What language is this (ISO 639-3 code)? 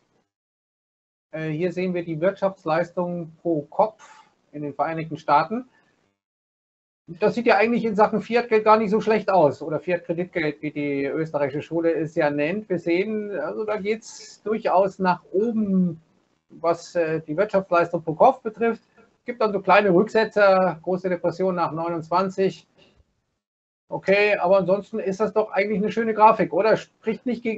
deu